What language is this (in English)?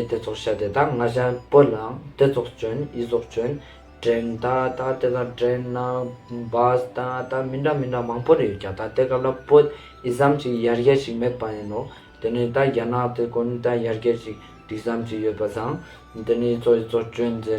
Ladakhi